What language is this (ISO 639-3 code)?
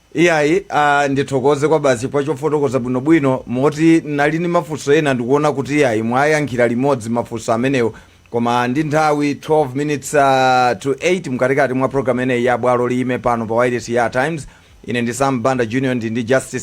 nya